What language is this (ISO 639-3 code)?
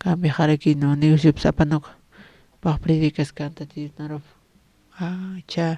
aym